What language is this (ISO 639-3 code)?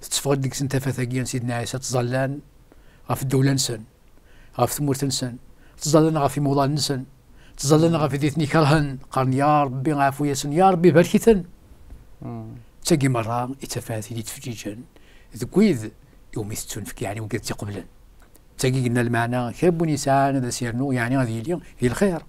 kab